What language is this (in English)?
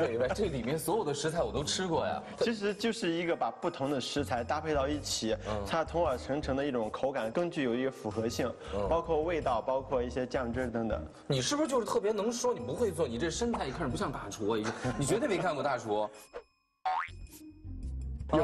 Chinese